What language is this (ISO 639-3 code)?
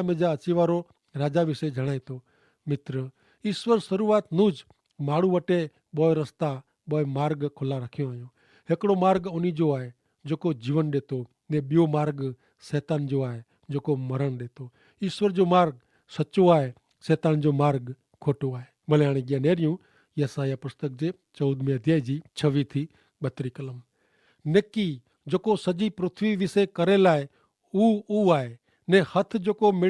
kfr